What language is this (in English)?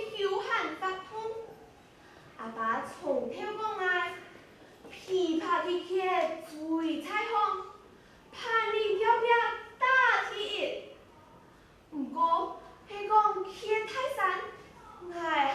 Hakka Chinese